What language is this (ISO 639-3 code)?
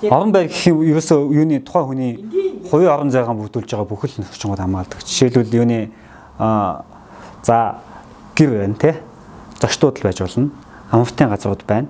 mon